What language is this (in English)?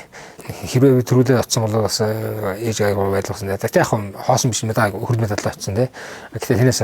Mongolian